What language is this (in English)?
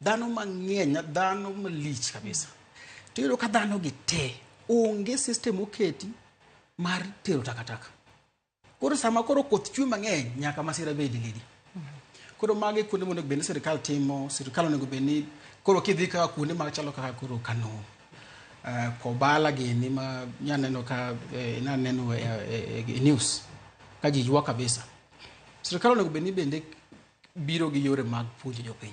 Luo (Kenya and Tanzania)